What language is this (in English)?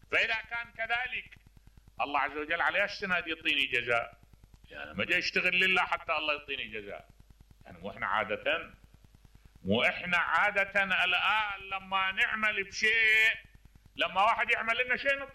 Mesopotamian Arabic